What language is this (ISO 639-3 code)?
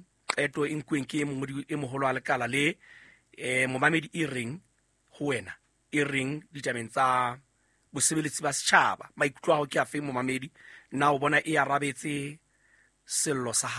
sot